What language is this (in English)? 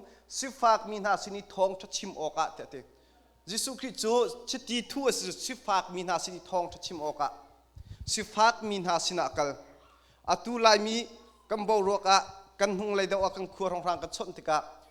Hakha Chin